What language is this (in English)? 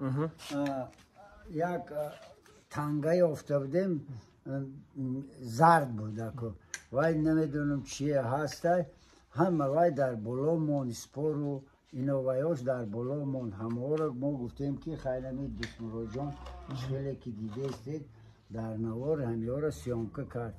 Tajik